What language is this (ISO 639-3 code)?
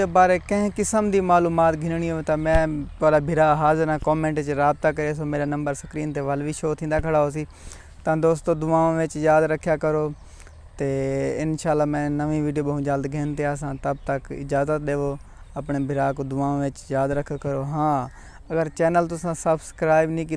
skr